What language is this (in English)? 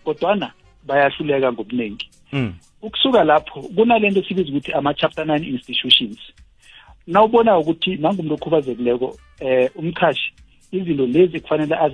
South Ndebele